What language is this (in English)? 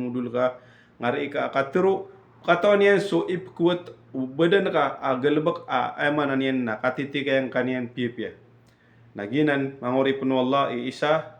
Maranao